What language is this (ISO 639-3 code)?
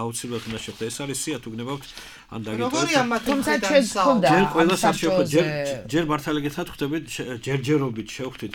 kat